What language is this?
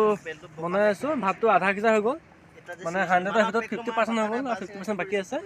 Assamese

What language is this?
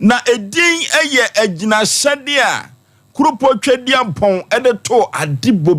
Akan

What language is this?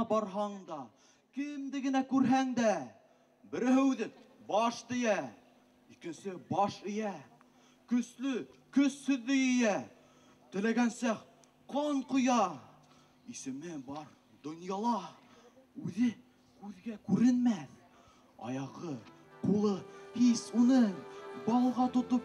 Bashkir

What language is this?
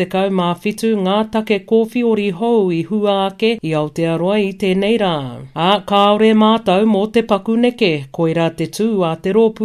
Māori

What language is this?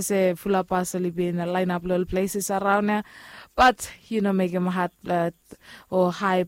Bislama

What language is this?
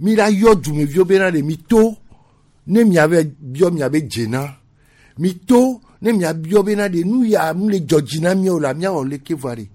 Gen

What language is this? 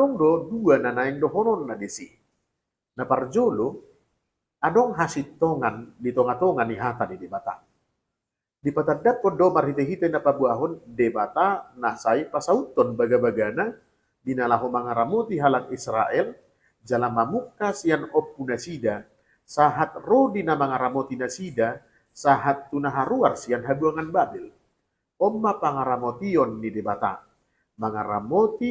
Batak Toba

